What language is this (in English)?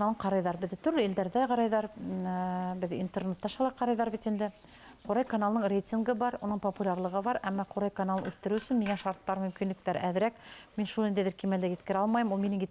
Bashkir